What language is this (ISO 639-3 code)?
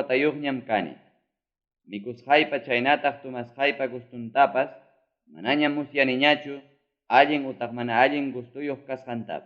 quy